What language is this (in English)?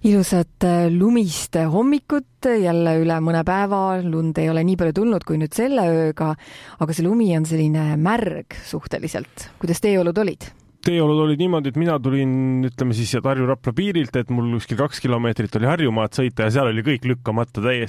Estonian